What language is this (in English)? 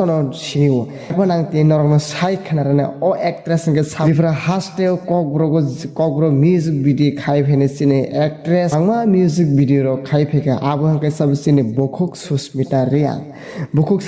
Kok Borok